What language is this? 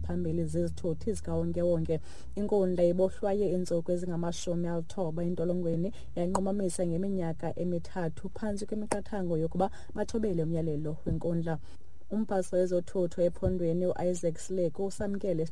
Xhosa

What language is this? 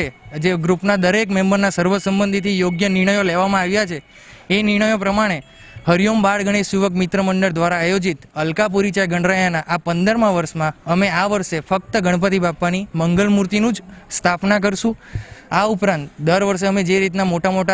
Gujarati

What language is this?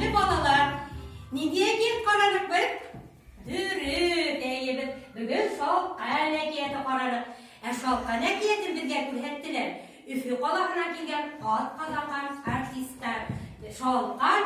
Bashkir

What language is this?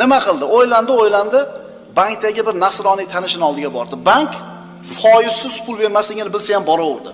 Uzbek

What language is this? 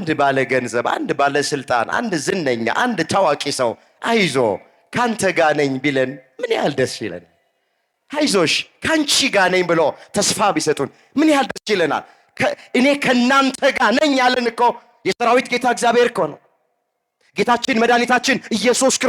Amharic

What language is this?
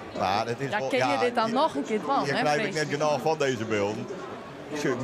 Western Frisian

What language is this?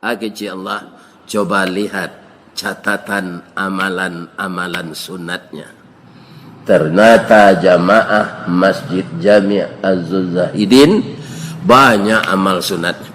Minangkabau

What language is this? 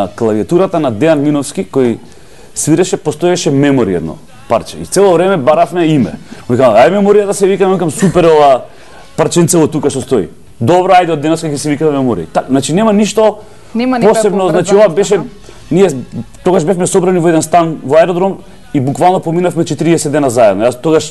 Macedonian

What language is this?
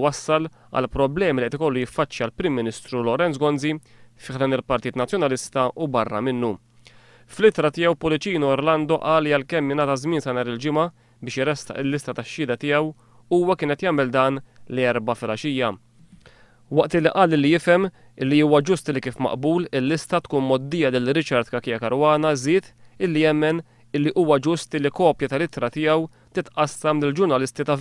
Maltese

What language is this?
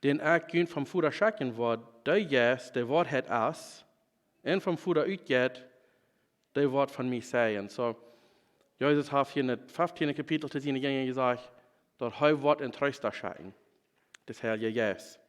Plautdietsch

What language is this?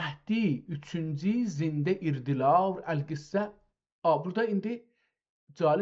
South Azerbaijani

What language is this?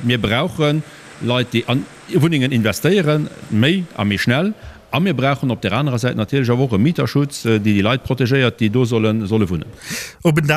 Luxembourgish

